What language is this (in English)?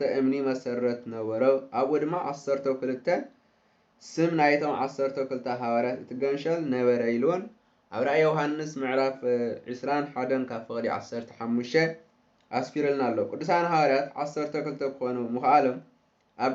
Tigrinya